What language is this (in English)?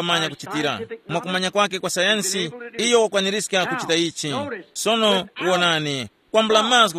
Tumbuka